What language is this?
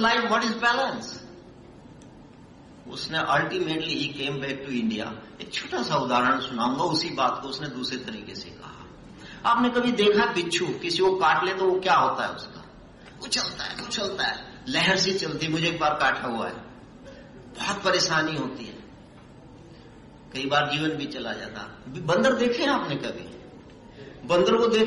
Hindi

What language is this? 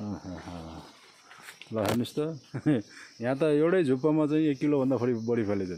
Nepali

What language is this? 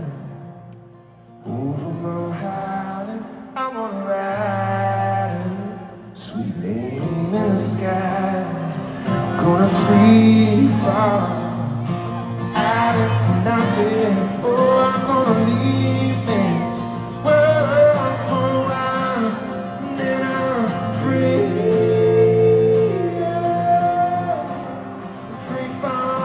English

